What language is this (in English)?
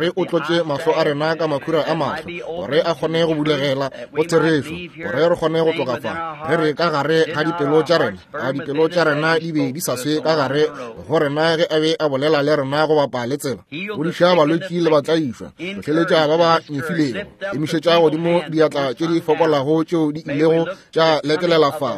Northern Sotho